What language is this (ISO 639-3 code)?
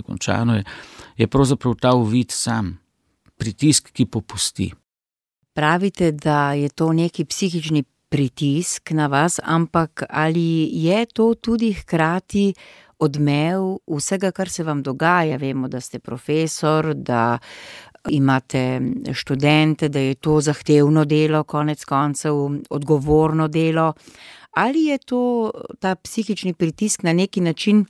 slv